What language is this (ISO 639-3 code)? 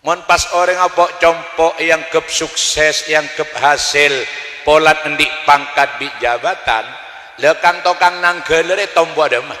mad